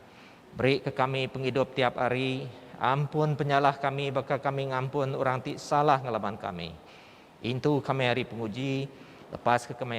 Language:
Iban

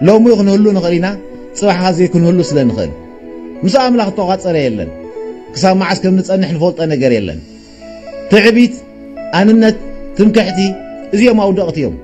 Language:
Tigrinya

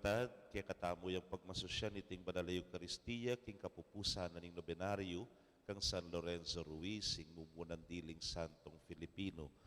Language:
Pampanga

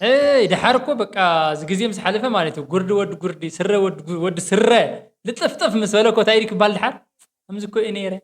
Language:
Tigrinya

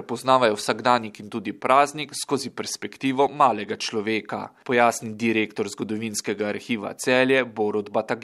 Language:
Slovenian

